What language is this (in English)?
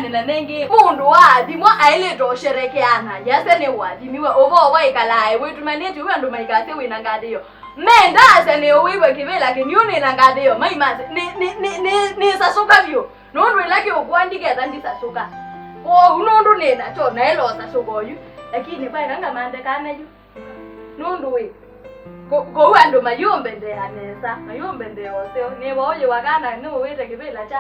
Kamba